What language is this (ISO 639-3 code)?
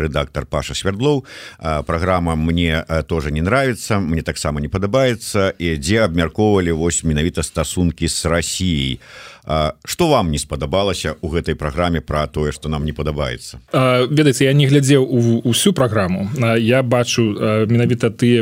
bel